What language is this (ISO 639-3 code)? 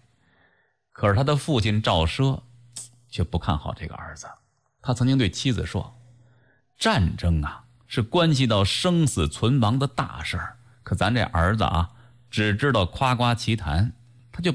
zho